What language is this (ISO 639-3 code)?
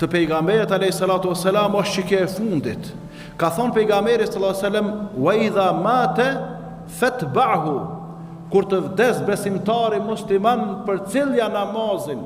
sqi